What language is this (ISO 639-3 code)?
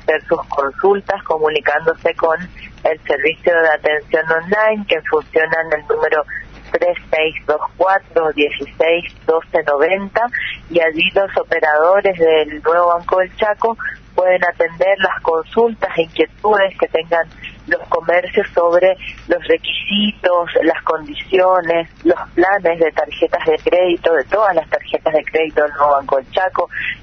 spa